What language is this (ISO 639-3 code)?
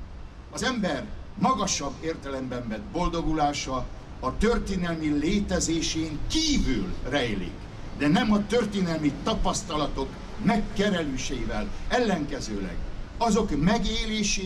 hun